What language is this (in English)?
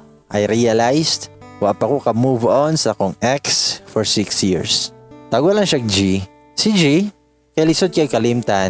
Cebuano